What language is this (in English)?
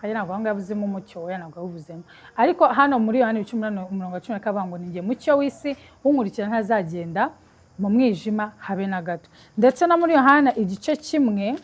Kinyarwanda